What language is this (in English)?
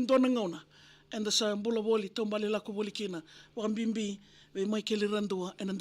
Fijian